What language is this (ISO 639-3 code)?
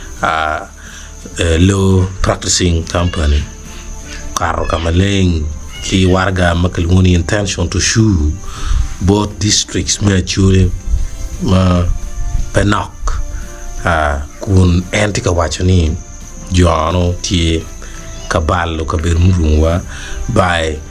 ach